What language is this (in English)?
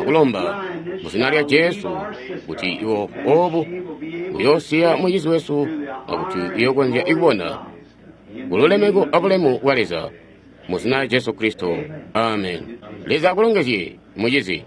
Tonga (Zambia)